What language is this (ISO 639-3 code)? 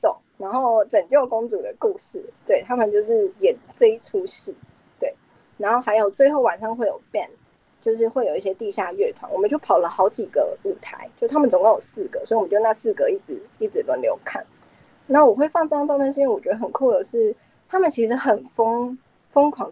zho